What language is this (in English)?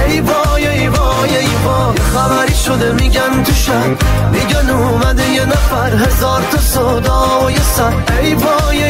Persian